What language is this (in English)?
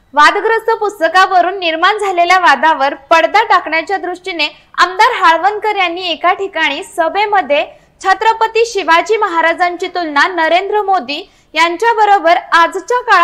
Marathi